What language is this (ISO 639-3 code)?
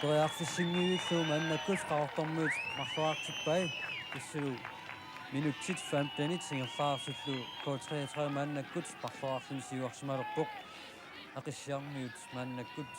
kal